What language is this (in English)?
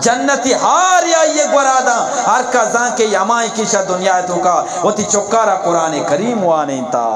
Eastern Balochi